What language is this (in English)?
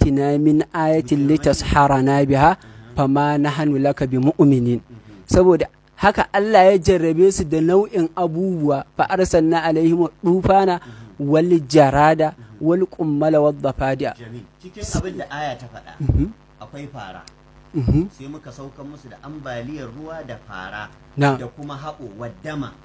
Hausa